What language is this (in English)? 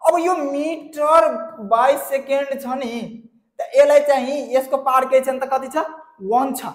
Nepali